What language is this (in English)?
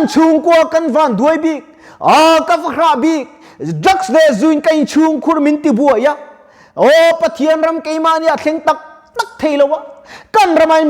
Mizo